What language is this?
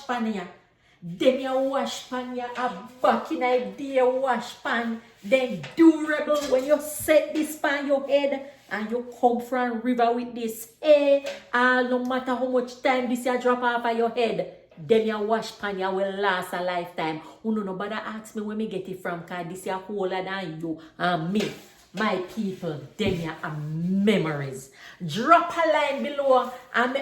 Jamaican Creole English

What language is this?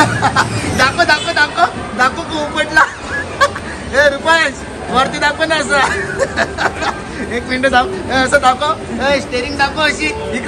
Marathi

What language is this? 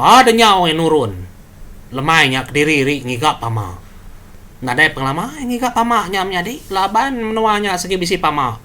Iban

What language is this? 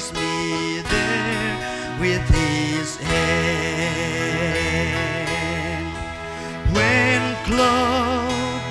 Paite Chin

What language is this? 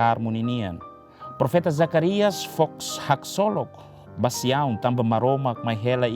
Tetum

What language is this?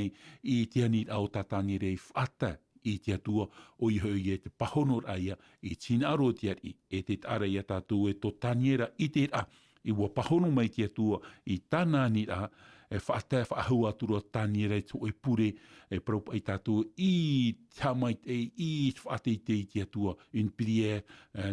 Tahitian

